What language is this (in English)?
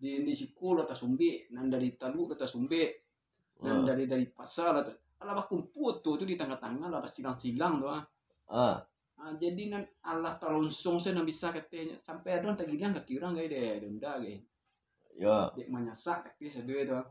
Minangkabau